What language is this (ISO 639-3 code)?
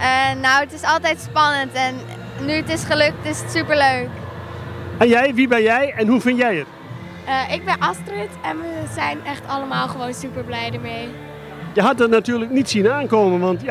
nld